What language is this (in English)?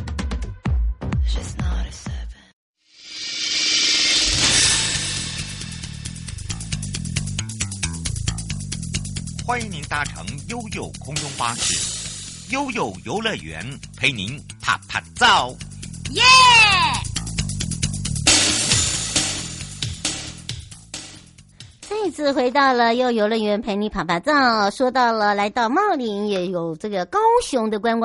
Chinese